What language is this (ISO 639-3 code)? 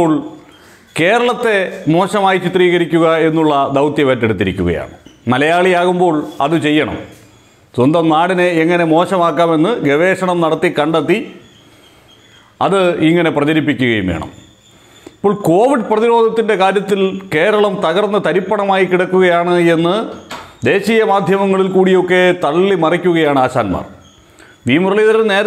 mal